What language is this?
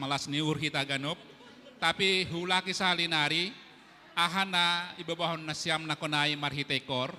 Batak Simalungun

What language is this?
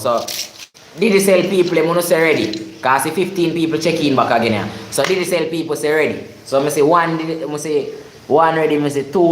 Jamaican Creole English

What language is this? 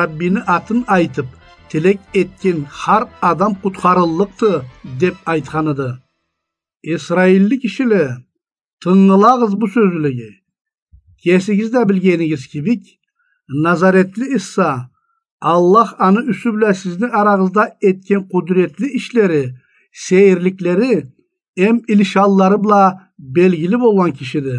Karachay-Balkar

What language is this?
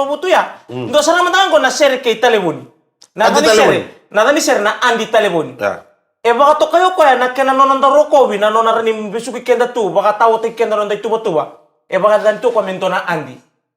Fijian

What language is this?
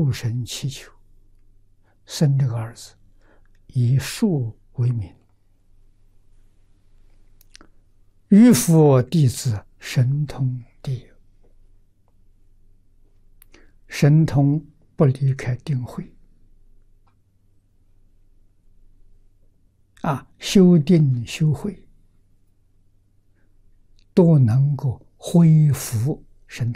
Chinese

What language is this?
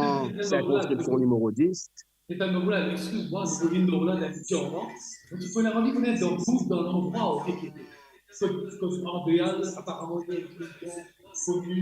Morisyen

